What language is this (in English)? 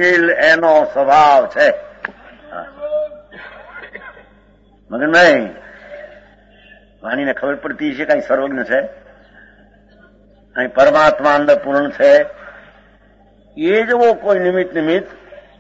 Gujarati